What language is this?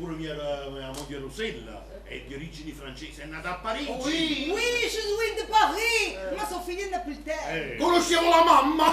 Neapolitan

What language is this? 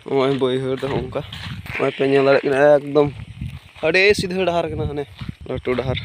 Santali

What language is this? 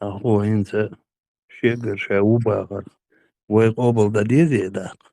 Chechen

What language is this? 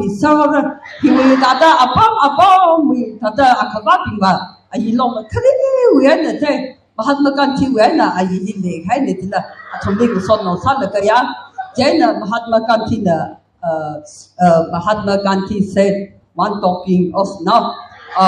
Tangkhul Naga (India)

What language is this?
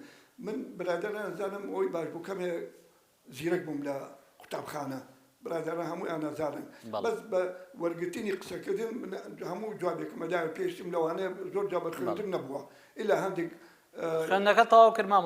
Central Kurdish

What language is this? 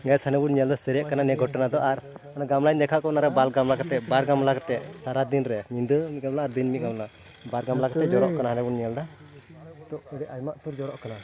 Santali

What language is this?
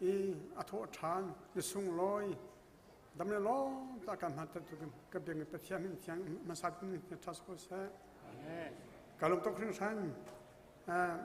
Hakha Chin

